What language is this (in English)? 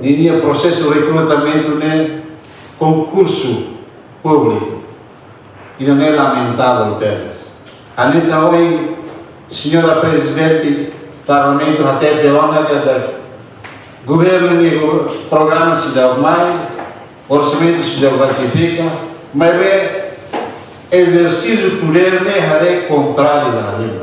Tetum